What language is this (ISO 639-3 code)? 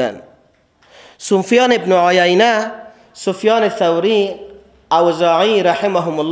fas